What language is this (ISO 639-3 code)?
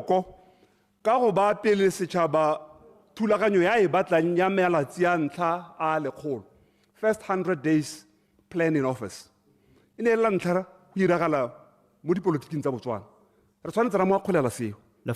tsn